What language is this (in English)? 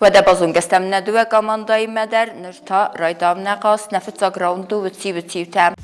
Ossetic